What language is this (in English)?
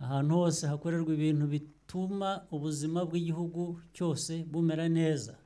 Kinyarwanda